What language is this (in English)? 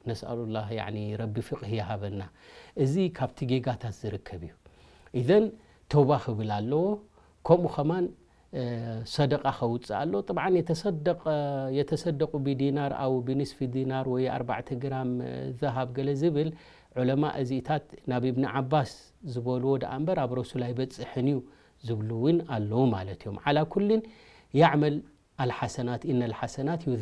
Tigrinya